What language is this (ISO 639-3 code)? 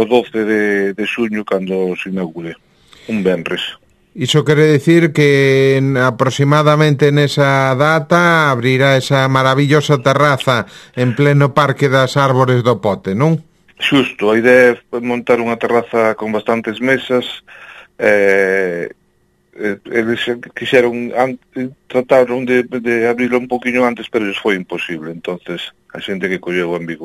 glg